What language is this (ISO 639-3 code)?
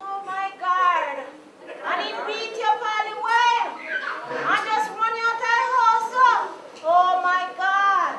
jam